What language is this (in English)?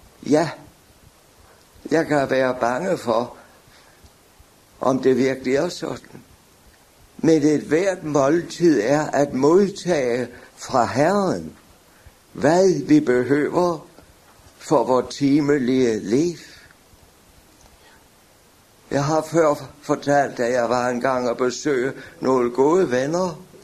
Danish